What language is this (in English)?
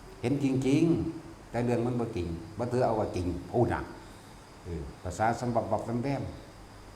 Northeastern Thai